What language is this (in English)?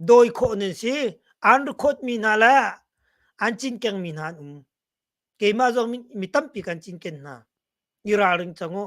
Hakha Chin